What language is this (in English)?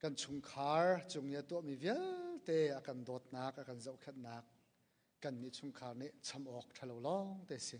Hakha Chin